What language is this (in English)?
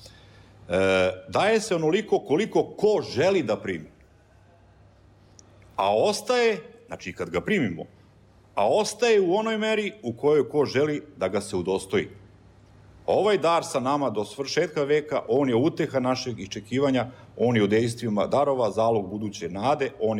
Serbian